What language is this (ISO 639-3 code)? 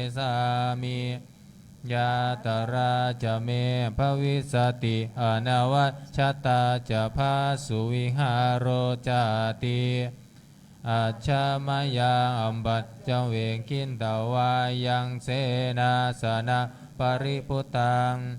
pli